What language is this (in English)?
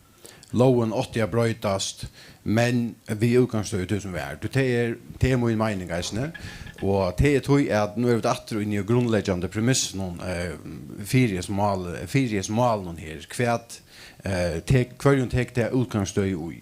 Faroese